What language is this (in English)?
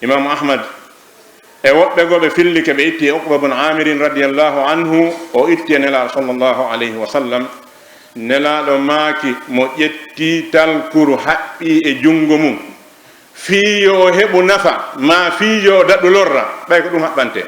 Fula